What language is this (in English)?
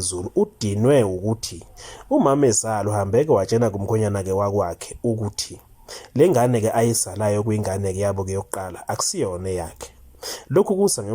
Zulu